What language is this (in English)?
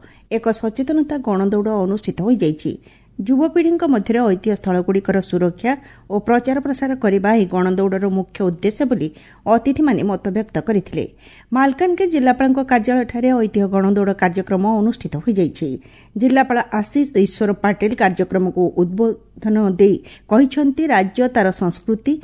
Odia